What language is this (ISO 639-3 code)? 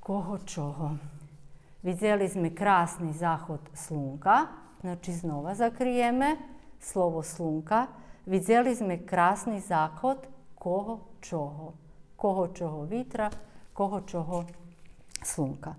rue